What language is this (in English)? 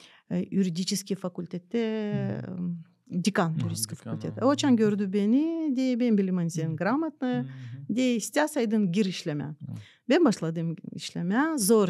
Gagauz